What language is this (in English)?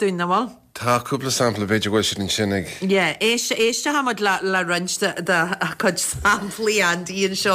Irish